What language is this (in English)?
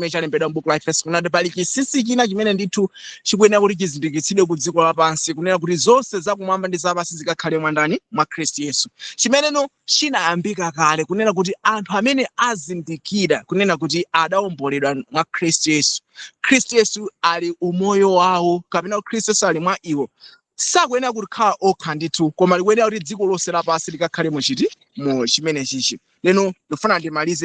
Nyanja